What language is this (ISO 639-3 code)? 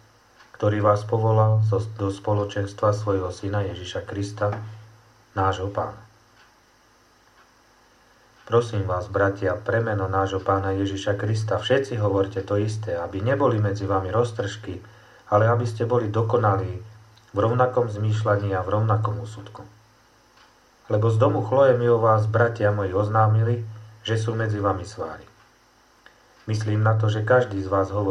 slk